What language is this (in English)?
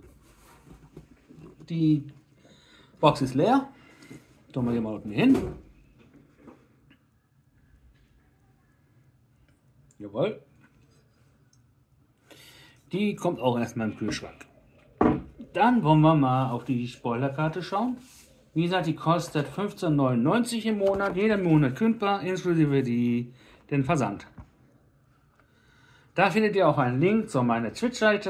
German